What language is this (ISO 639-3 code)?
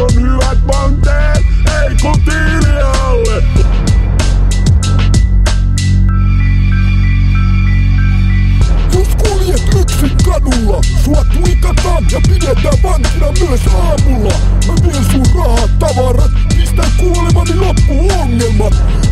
fin